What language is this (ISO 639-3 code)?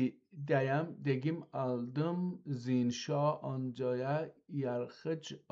azb